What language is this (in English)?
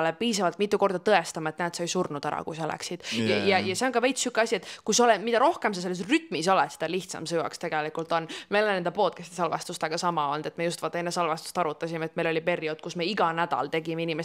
Estonian